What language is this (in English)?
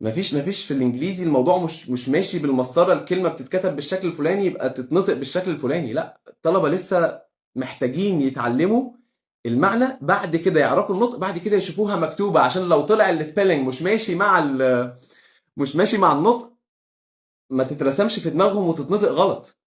Egyptian Arabic